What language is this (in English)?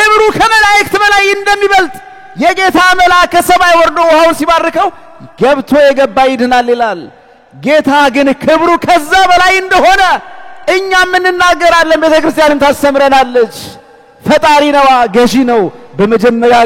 Amharic